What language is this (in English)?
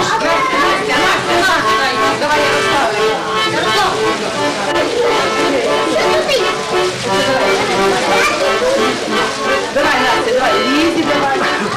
Ukrainian